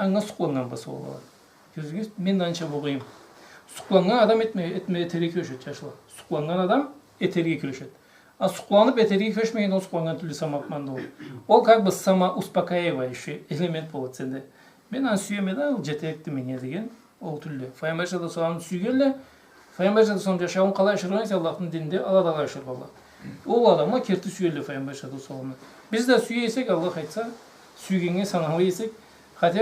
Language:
Karachay-Balkar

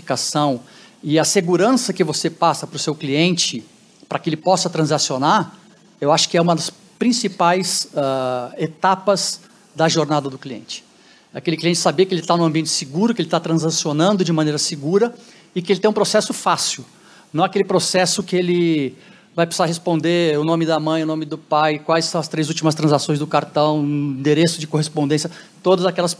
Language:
Portuguese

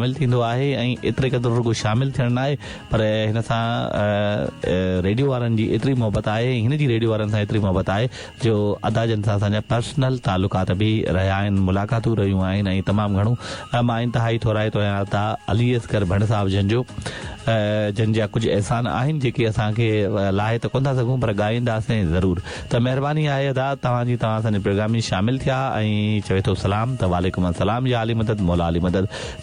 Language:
Sindhi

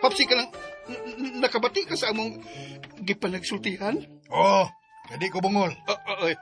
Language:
Cebuano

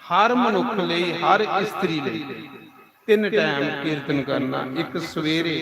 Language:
Dogri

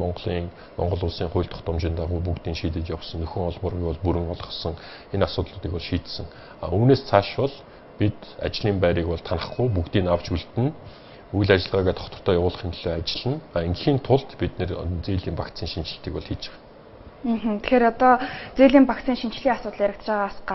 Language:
Mongolian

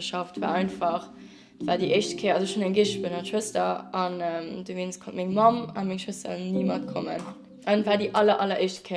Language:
Luxembourgish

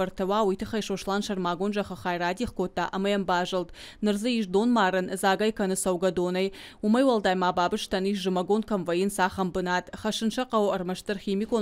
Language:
Ossetic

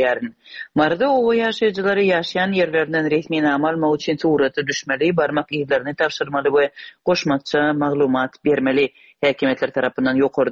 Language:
Turkmen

